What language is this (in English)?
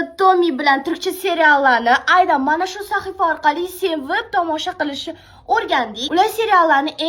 Uzbek